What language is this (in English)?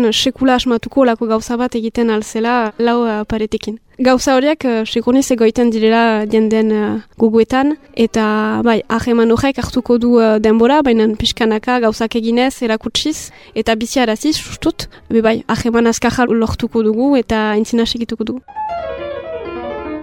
Basque